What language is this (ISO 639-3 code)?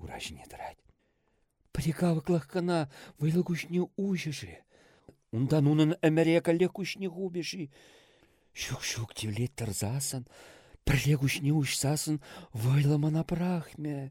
chv